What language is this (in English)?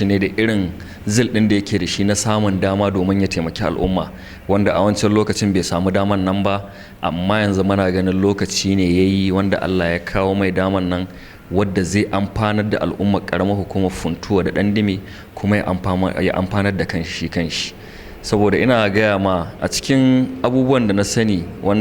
Hausa